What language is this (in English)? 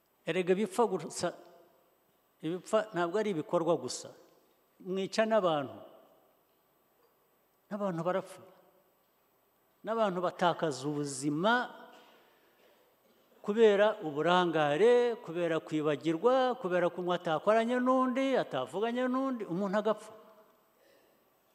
Kinyarwanda